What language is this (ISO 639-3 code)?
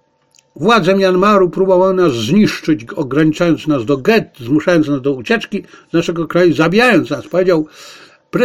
pol